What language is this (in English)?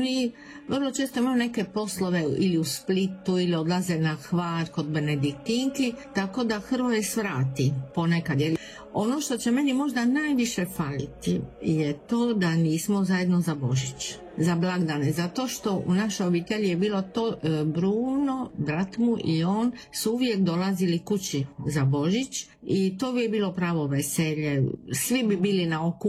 Croatian